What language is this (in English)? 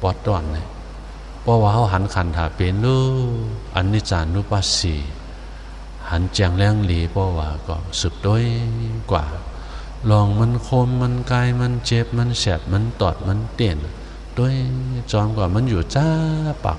Shan